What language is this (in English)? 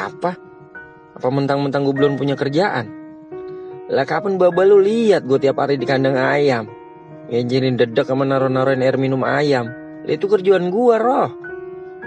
Betawi